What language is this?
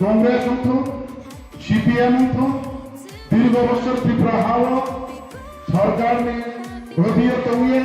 Riang (India)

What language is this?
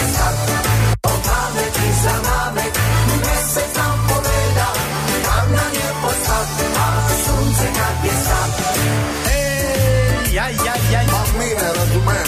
Croatian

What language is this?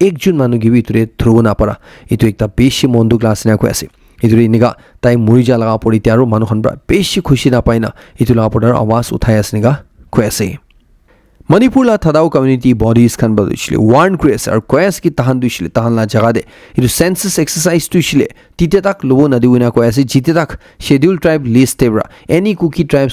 Naga Pidgin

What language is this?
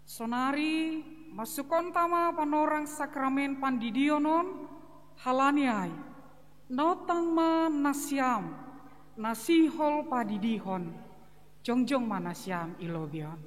Batak Simalungun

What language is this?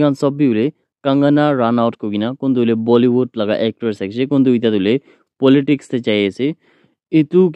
Naga Pidgin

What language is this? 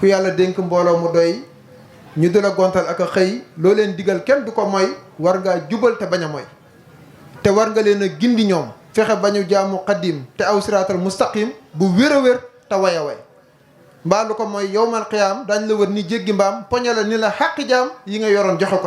Wolof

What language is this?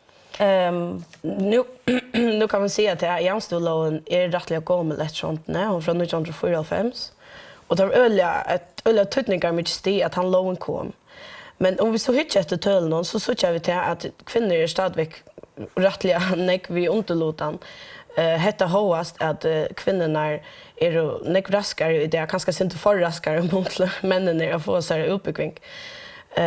Faroese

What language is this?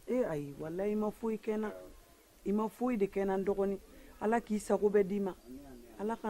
Bambara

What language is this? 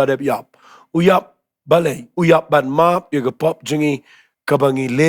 Khasi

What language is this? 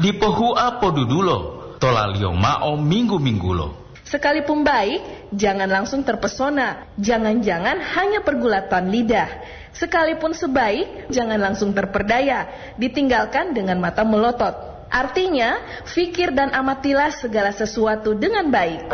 Gorontalo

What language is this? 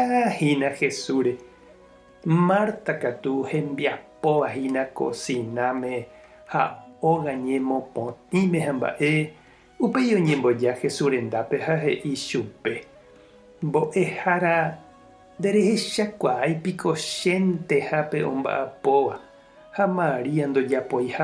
Guarani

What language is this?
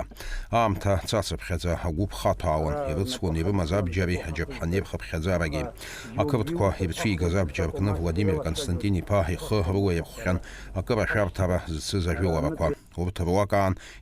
Abkhazian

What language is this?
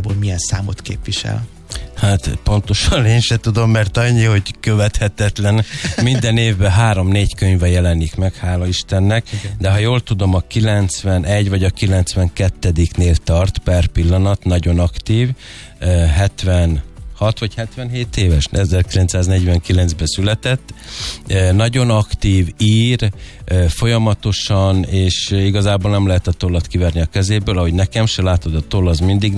Hungarian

